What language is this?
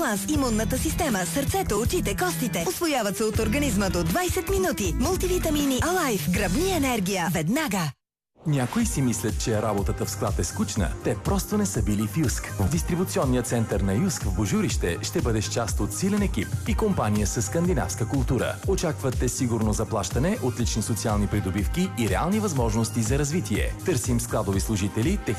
Bulgarian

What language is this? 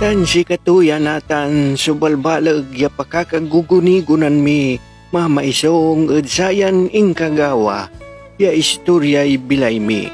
Pangasinan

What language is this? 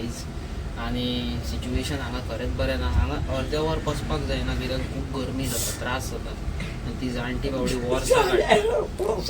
Konkani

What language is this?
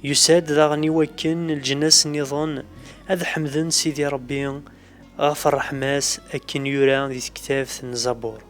Kabyle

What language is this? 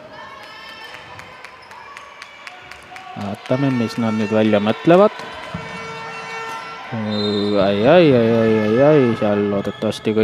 Estonian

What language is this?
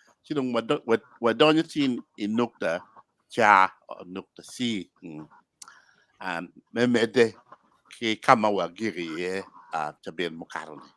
Acoli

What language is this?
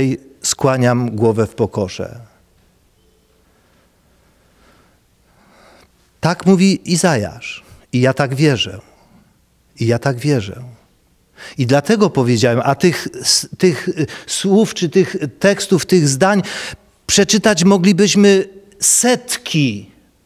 Polish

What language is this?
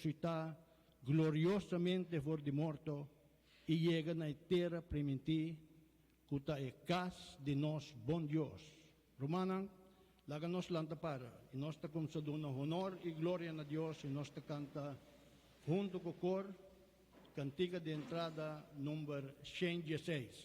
Papiamento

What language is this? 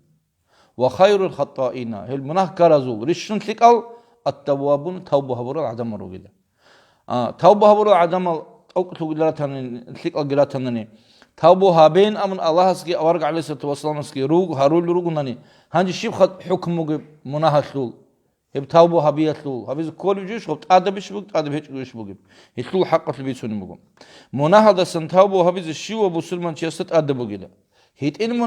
Avaric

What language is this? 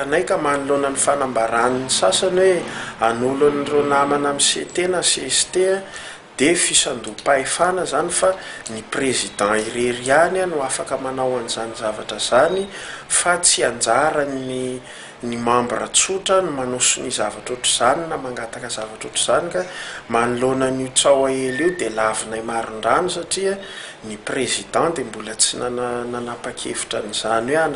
Malagasy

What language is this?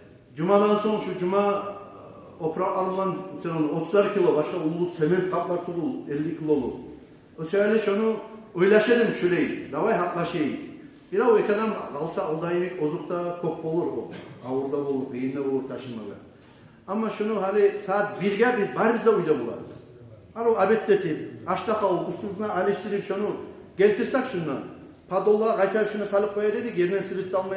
Kumyk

